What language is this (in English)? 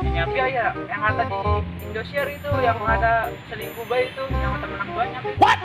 Betawi